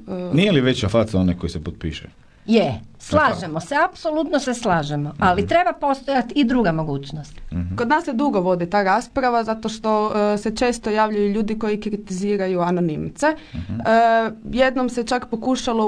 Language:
Croatian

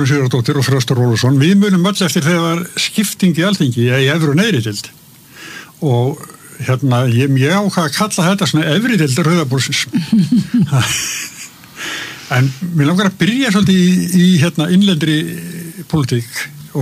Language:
Icelandic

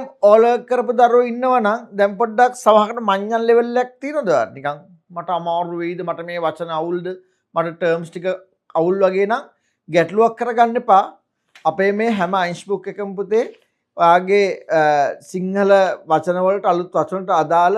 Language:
Sinhala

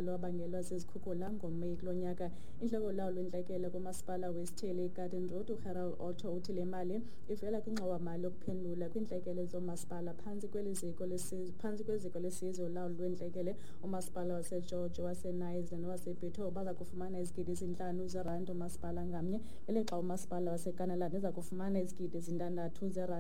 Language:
Xhosa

